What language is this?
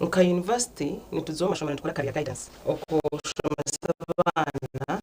Nyankole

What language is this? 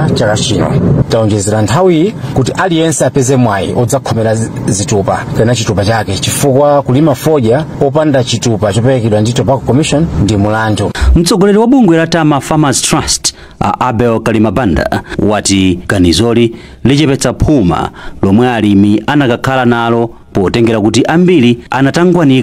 Nyanja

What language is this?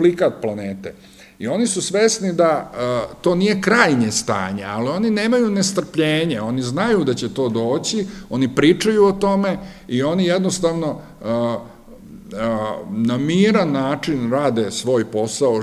Serbian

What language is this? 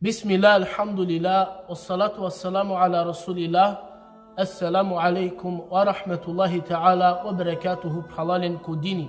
Balkan Romani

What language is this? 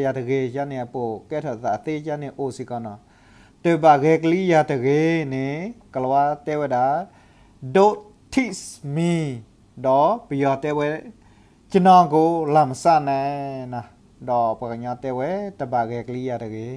S'gaw Karen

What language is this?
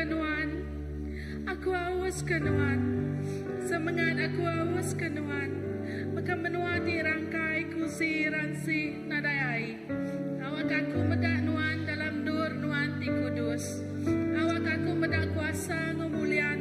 Iban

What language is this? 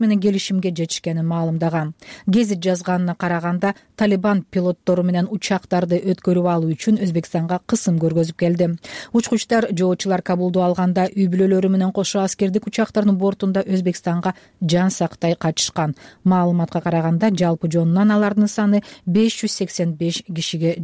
Kyrgyz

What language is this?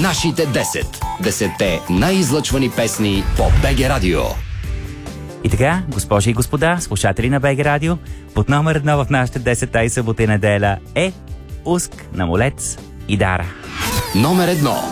Bulgarian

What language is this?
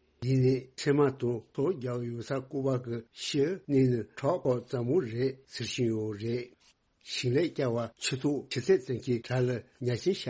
Tibetan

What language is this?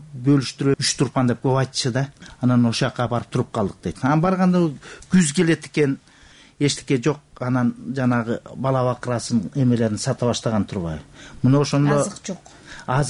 Kyrgyz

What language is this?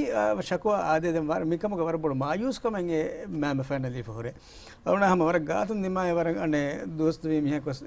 Divehi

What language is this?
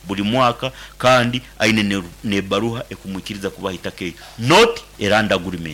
Nyankole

